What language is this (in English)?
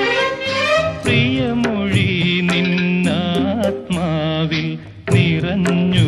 Malayalam